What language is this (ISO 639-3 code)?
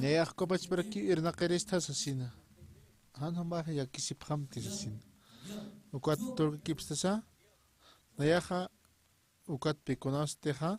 aym